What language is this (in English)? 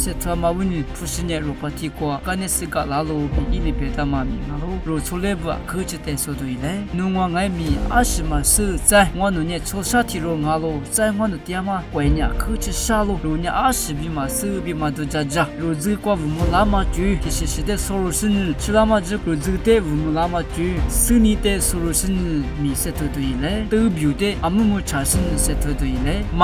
Lisu